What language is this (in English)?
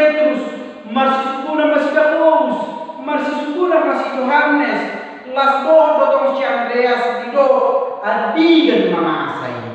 Batak Toba